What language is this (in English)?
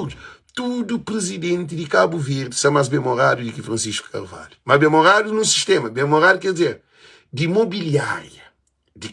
Kabuverdianu